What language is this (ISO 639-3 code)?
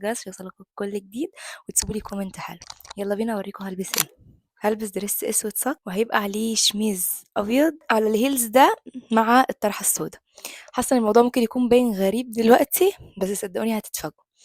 arz